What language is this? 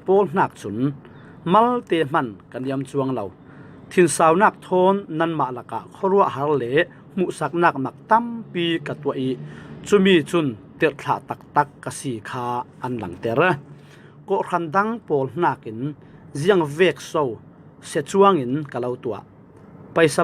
Falam Chin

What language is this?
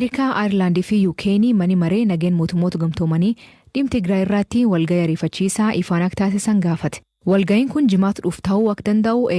Oromo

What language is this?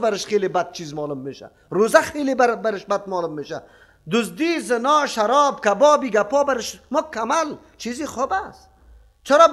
Persian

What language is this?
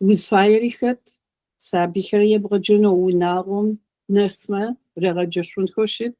Adyghe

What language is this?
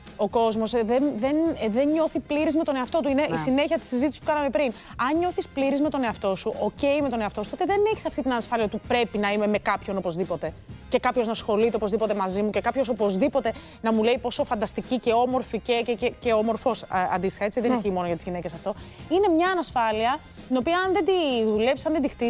Greek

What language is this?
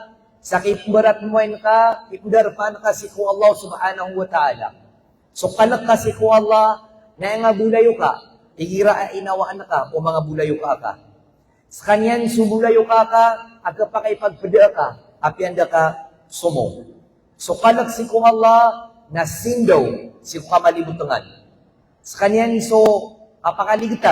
Maranao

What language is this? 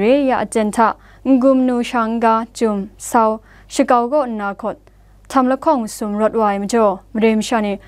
Kachin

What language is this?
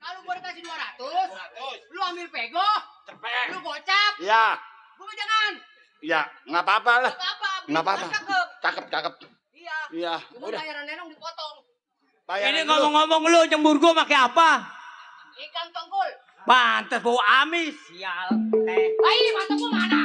Betawi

